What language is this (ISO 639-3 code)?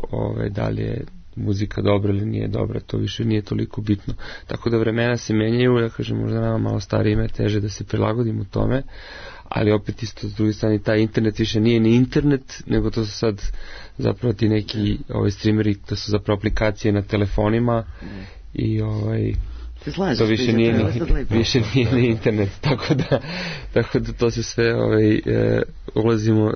srp